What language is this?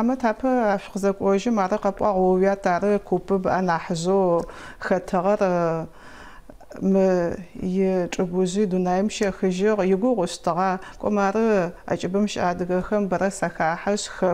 Adyghe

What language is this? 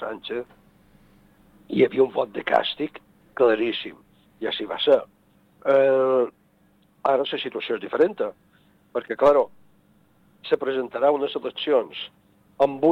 Catalan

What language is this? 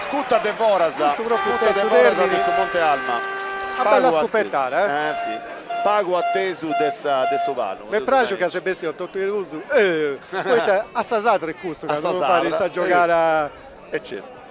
Sardinian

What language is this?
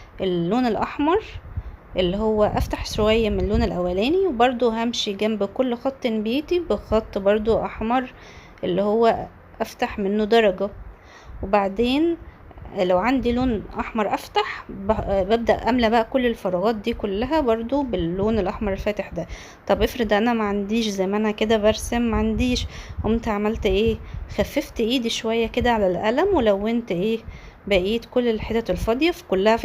Egyptian Arabic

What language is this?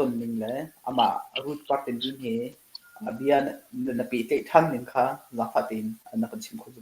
Hakha Chin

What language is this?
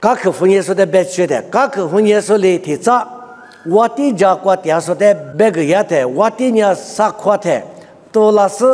Lisu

